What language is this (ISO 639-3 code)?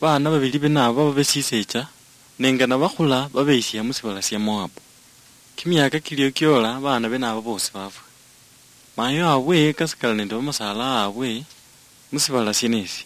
luy